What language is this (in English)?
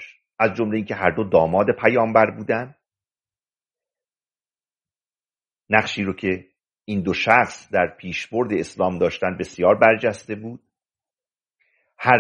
Persian